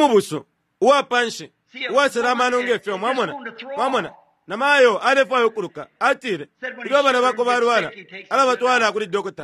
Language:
Bemba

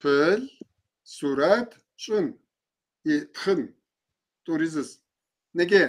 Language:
Kabardian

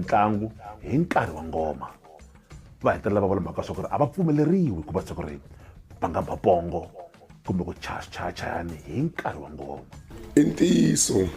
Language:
Tsonga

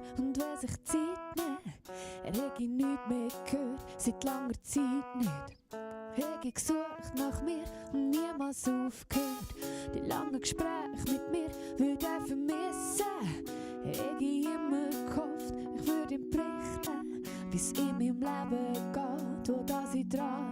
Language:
Swiss German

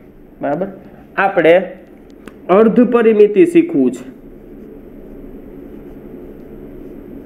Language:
Gujarati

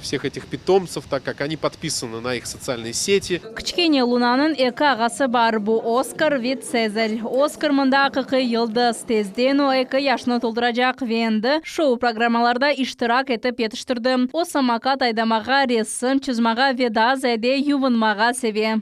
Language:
Crimean Tatar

